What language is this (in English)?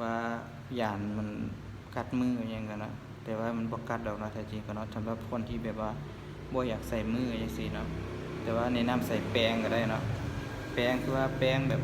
Lao